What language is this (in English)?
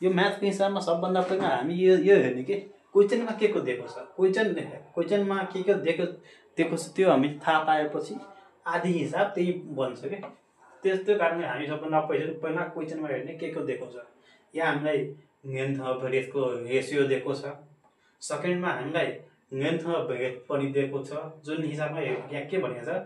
Nepali